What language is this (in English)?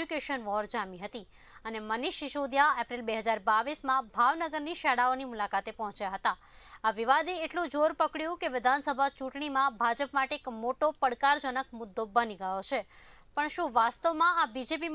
Gujarati